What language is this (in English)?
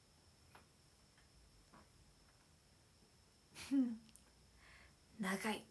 Japanese